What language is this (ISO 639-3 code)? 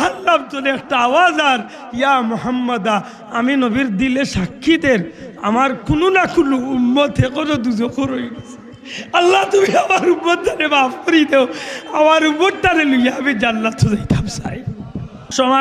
syl